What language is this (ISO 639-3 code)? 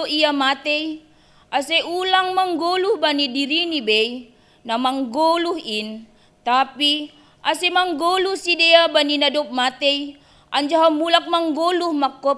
bts